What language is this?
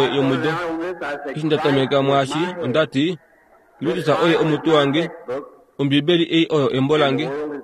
Kuanyama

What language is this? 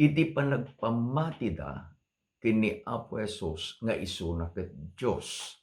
Iloko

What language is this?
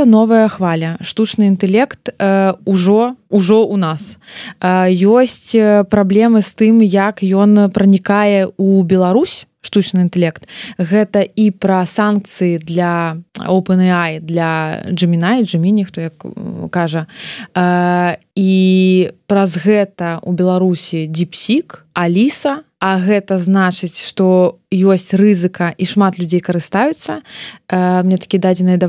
Belarusian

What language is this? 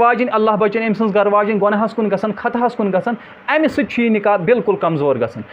Kashmiri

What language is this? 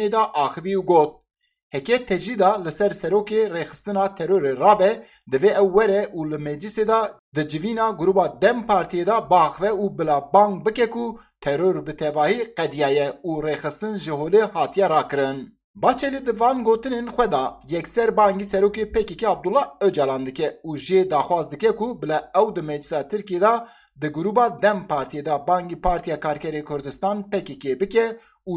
Kurdish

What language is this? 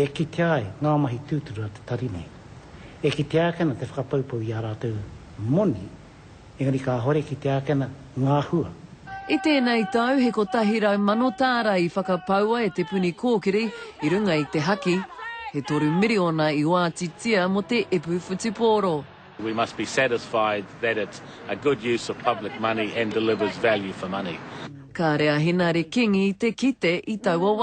Māori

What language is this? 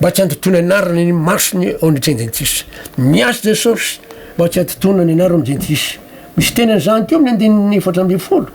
Malagasy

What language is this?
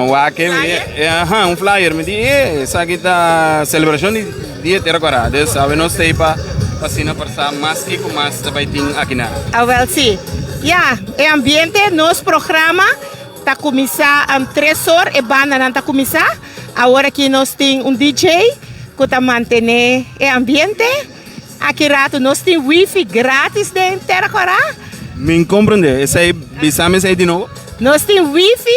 Papiamento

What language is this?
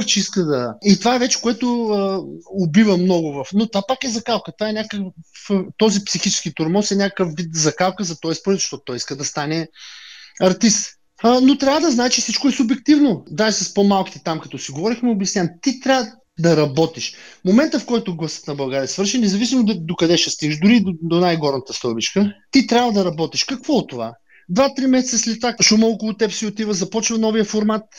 Bulgarian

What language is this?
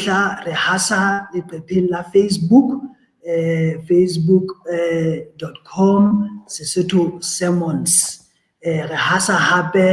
Southern Sotho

